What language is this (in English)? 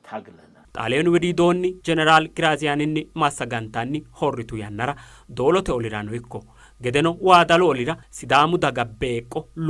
Sidamo